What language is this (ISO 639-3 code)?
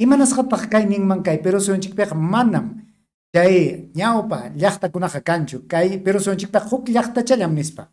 quy